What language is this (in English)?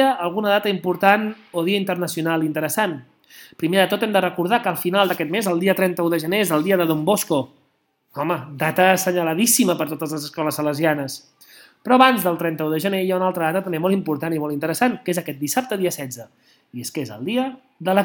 Catalan